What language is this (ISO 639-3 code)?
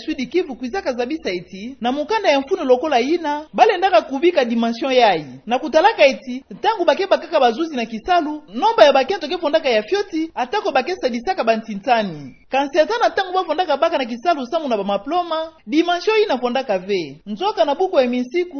ktu